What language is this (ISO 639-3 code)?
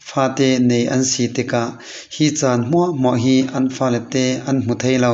cfm